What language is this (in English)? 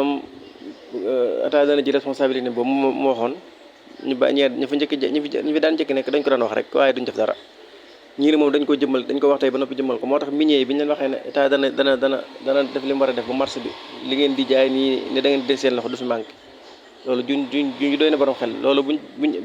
Wolof